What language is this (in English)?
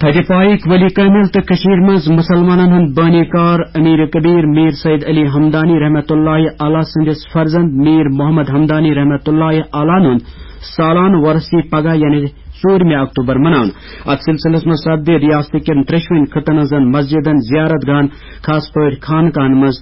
Kashmiri